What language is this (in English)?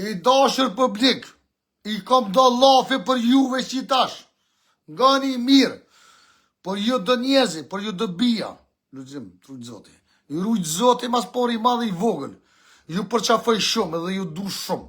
Albanian